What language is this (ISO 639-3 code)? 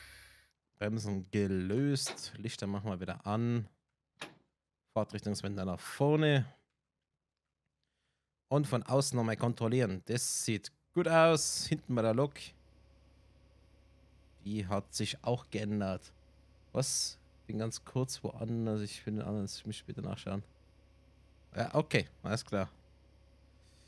deu